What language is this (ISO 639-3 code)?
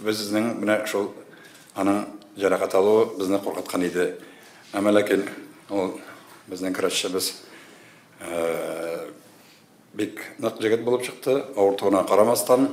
tat